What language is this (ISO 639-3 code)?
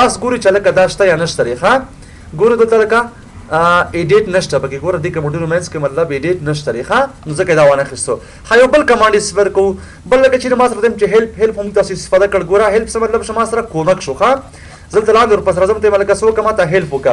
pus